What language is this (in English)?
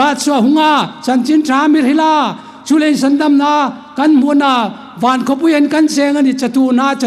Hmar